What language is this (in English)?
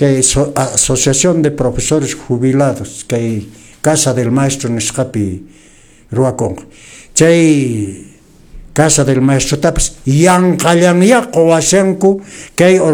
Quechua